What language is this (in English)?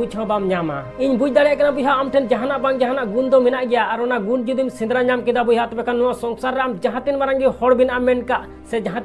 Santali